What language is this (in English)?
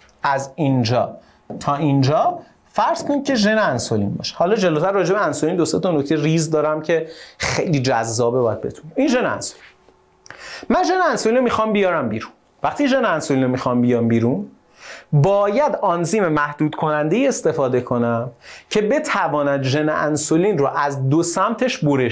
Persian